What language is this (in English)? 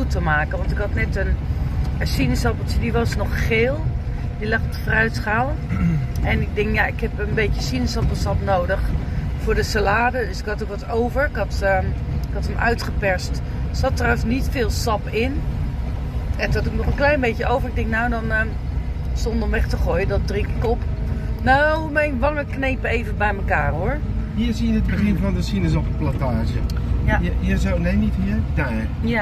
Dutch